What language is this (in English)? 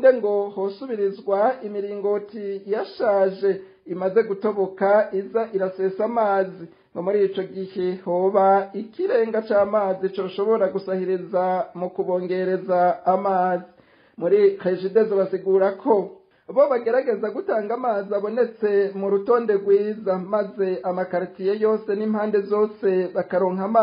Rundi